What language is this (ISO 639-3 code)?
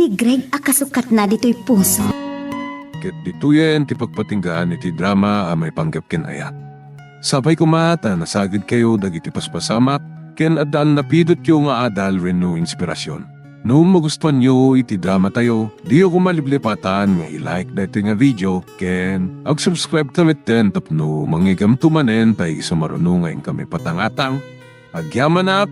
ilo